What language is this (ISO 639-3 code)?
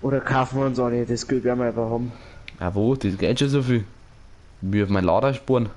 bar